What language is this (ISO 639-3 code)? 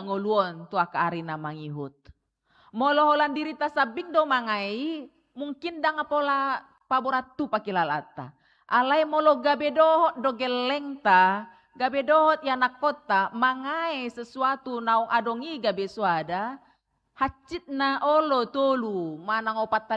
bbc